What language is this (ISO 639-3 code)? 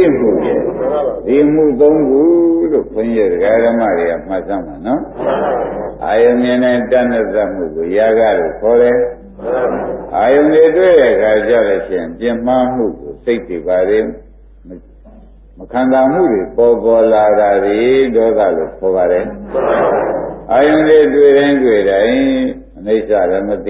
mya